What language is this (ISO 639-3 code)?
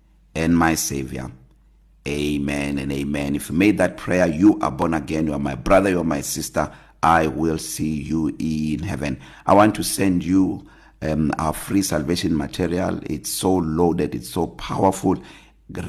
eng